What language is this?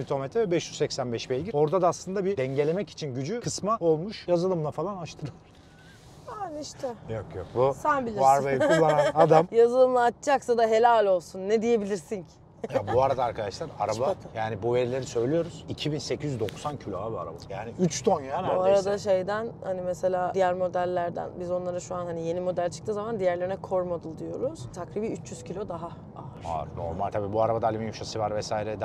Turkish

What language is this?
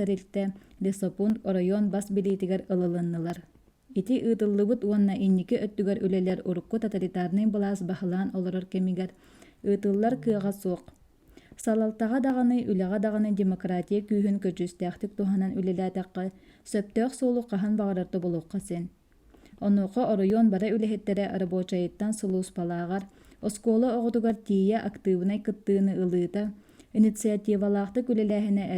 Yakut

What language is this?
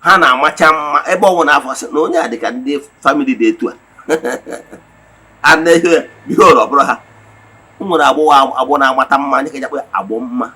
Igbo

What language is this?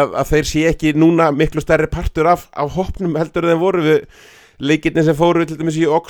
Icelandic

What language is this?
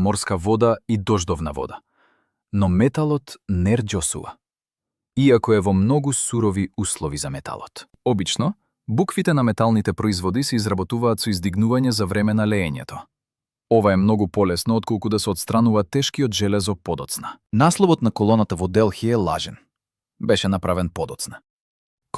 Macedonian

